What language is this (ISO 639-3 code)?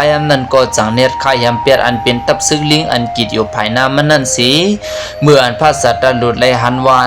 shn